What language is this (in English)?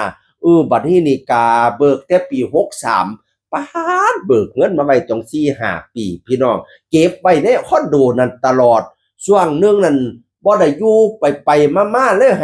Northeastern Thai